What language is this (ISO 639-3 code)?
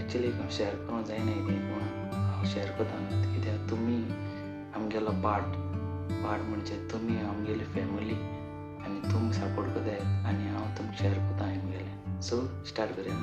kok